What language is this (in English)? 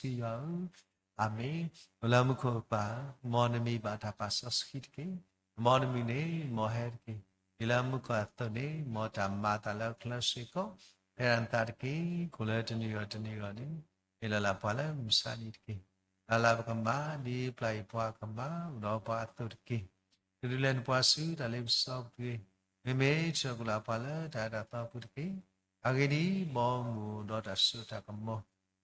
S'gaw Karen